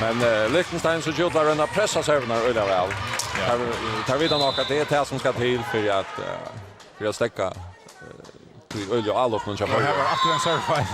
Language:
Faroese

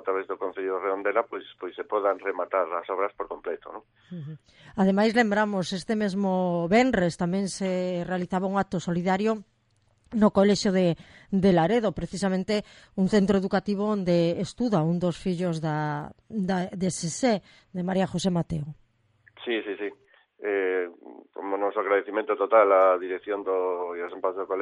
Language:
Galician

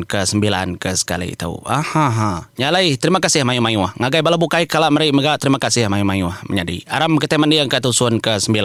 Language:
Iban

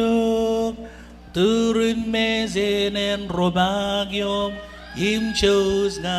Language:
Marshallese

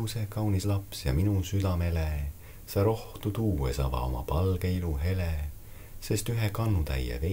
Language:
Estonian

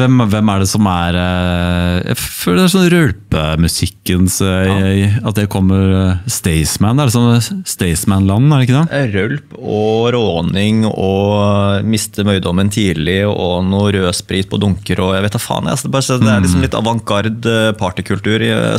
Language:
Norwegian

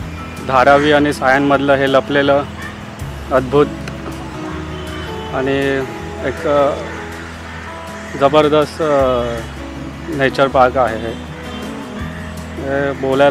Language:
Marathi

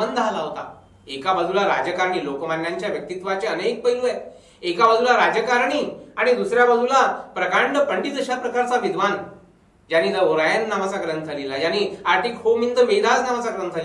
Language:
Marathi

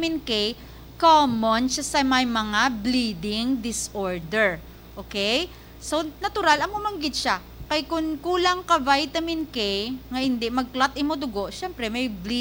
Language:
Hiligaynon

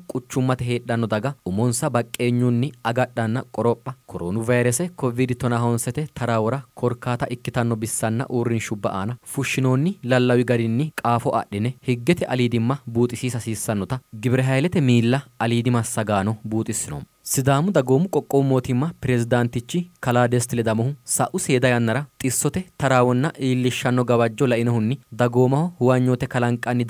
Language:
Sidamo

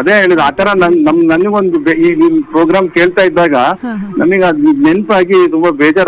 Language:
Kannada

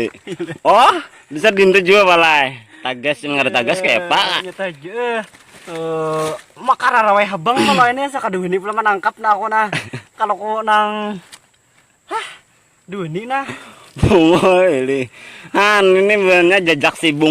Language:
Banjar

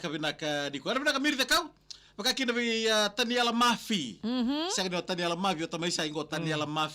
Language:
Fijian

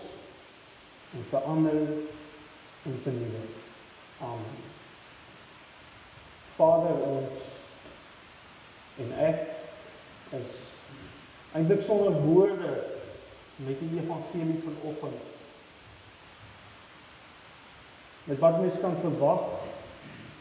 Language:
Afrikaans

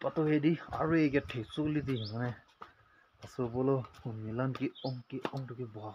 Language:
Karbi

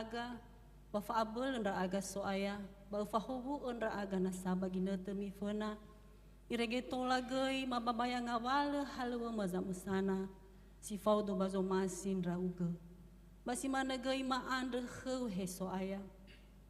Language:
Nias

